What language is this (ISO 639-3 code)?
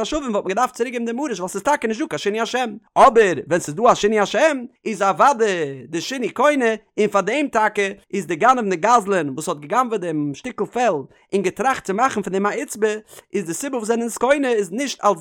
yid